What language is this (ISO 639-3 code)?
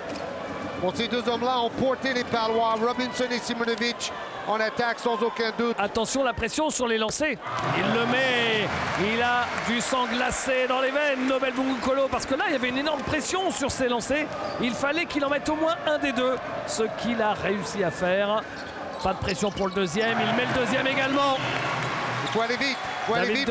fra